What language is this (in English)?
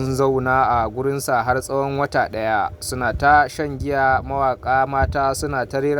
Hausa